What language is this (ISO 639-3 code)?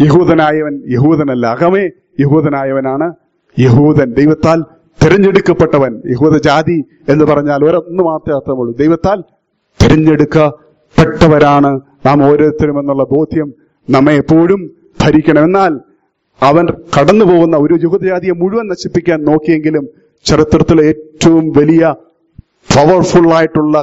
mal